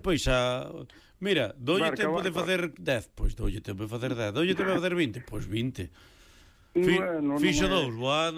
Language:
Galician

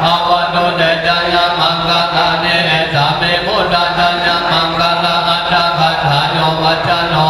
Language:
Pali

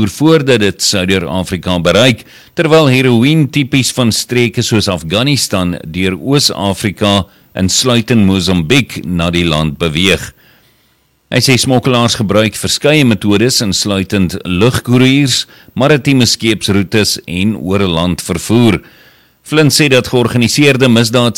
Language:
Afrikaans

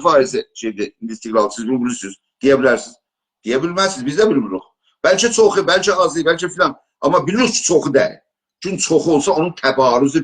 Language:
South Azerbaijani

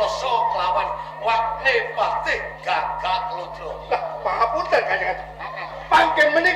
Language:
Javanese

